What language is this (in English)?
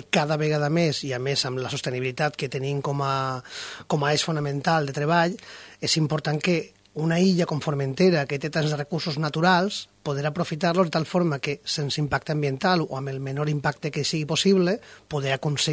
Catalan